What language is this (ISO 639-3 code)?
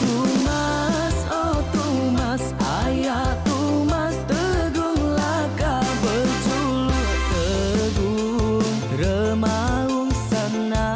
iba